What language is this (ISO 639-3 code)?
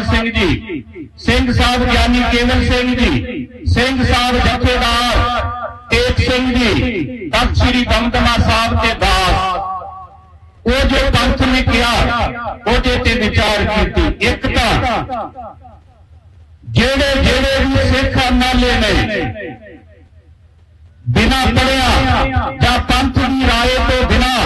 pan